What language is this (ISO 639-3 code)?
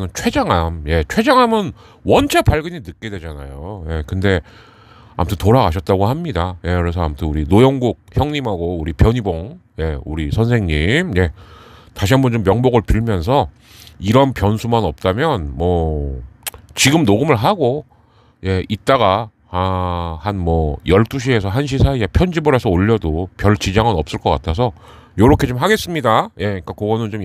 kor